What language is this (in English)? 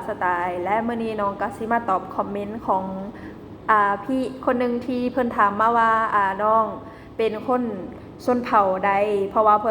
Lao